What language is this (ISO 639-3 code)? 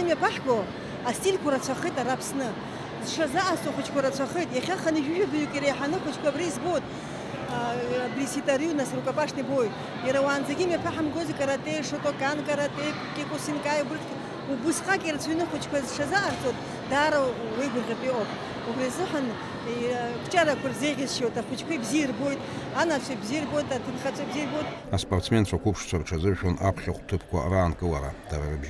abk